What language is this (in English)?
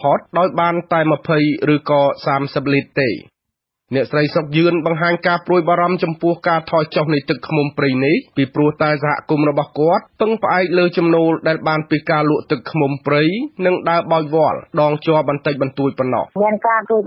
Khmer